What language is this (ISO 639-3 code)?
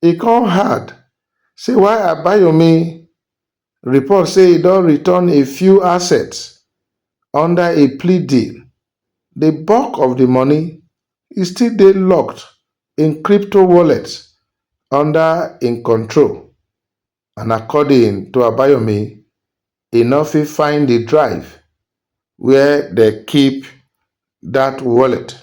pcm